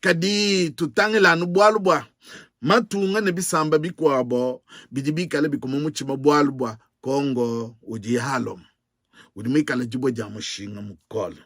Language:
Luba-Lulua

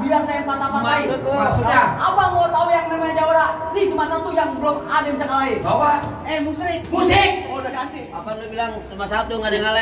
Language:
Betawi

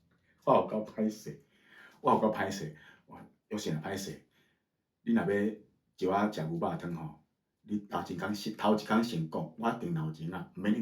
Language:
Min Nan Chinese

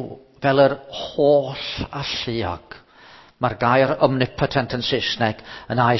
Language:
Welsh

